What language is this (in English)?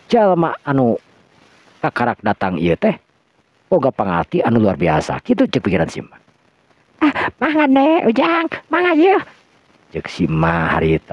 Sundanese